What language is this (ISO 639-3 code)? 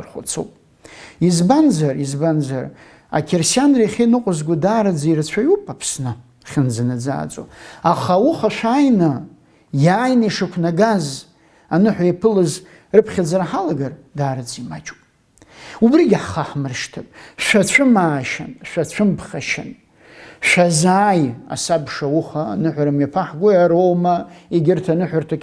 abk